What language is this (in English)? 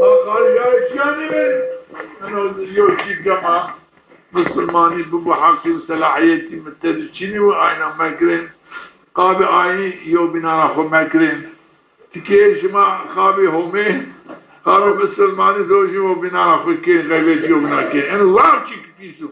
Zaza